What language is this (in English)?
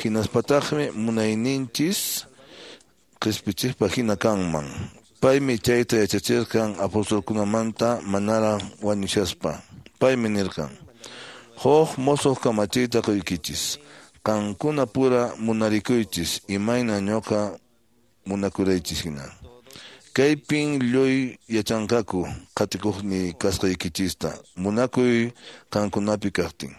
Quechua